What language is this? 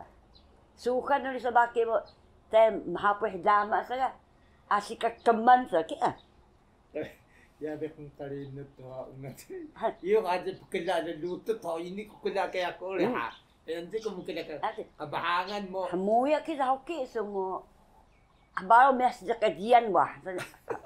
Taroko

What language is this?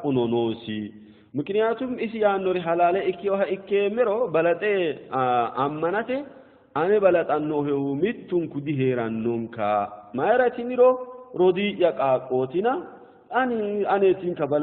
Sidamo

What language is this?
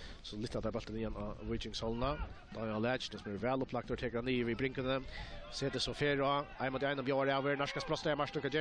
Faroese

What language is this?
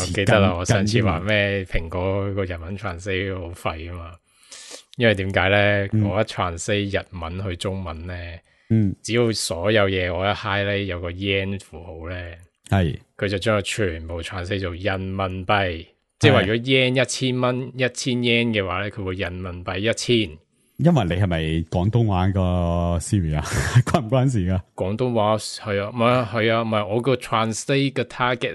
Cantonese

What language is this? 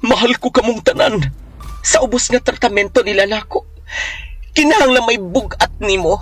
Cebuano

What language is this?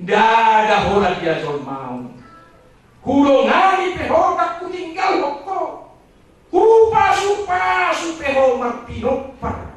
Batak Toba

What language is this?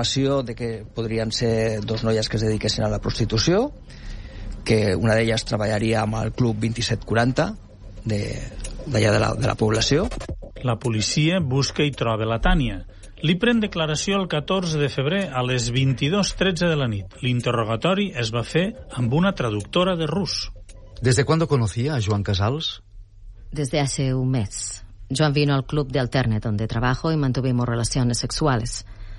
Catalan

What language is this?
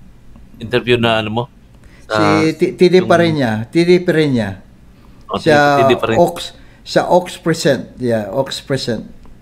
Filipino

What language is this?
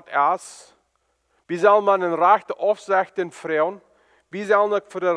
Plautdietsch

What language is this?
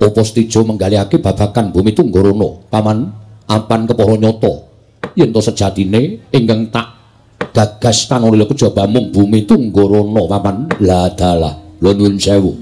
Javanese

